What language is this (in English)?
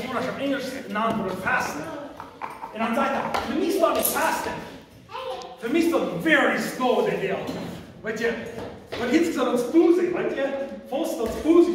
Plautdietsch